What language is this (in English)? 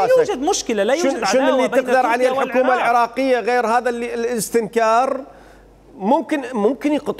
Mesopotamian Arabic